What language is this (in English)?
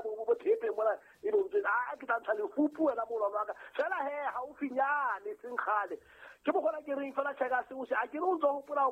Southern Sotho